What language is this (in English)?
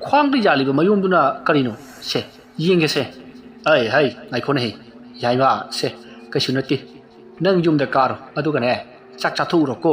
Manipuri